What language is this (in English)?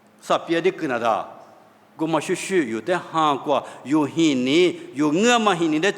Lisu